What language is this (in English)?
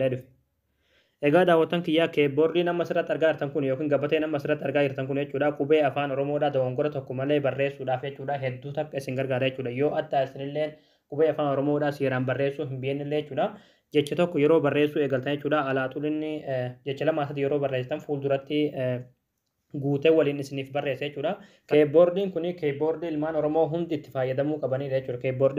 Oromo